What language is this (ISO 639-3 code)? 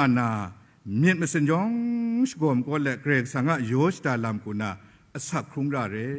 kac